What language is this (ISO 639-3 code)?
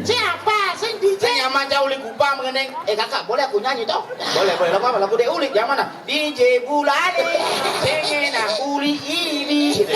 ban